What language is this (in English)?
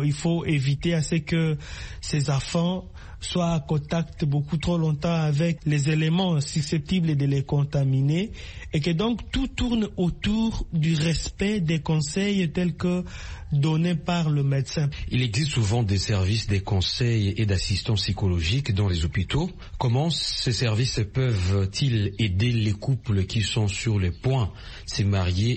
French